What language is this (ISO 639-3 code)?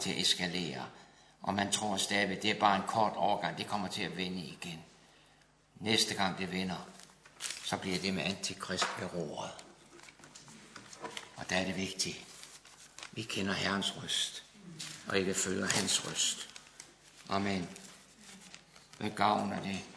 dan